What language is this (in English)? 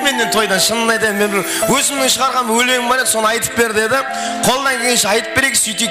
Kara-Kalpak